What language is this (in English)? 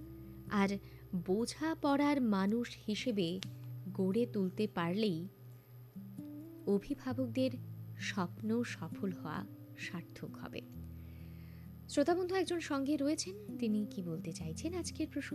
Bangla